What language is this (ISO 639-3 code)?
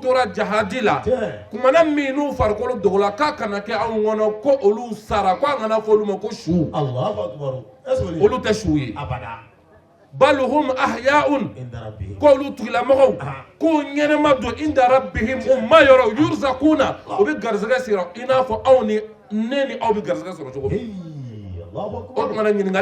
bam